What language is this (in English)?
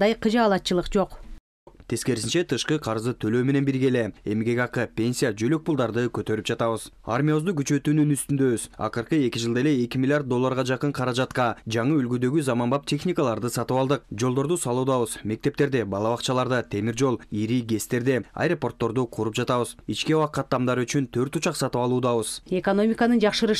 Kyrgyz